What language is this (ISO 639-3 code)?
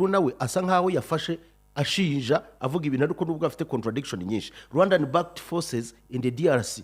kin